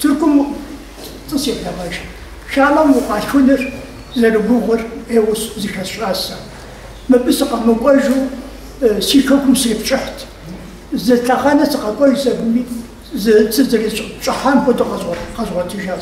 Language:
Kabardian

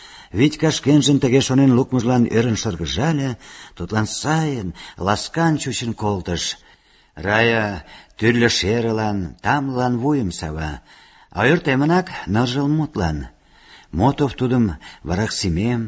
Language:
Mari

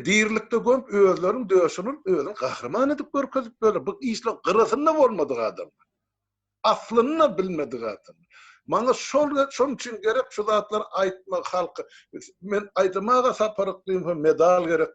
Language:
Turkmen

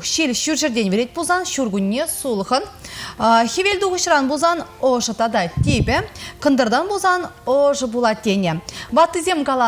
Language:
Chuvash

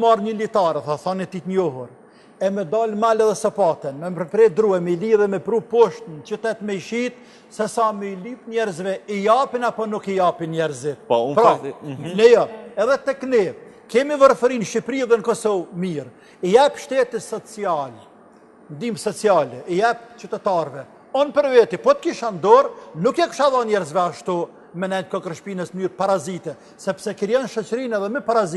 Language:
Albanian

